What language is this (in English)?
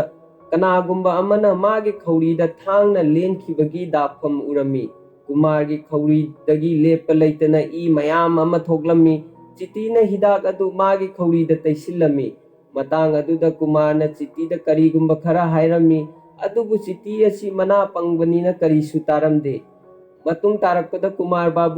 Manipuri